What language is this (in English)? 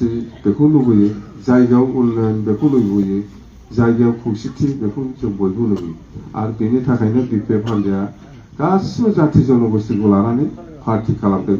Bodo